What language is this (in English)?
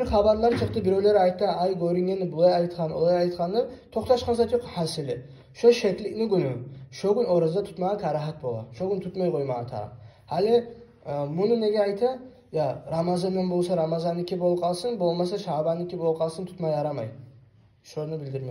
Kumyk